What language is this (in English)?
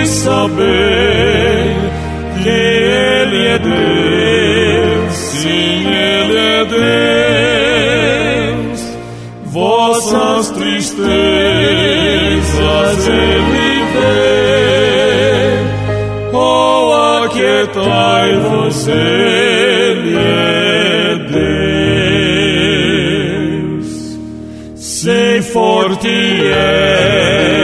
Portuguese